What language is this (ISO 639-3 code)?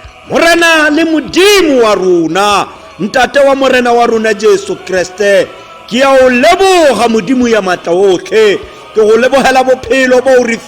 tsn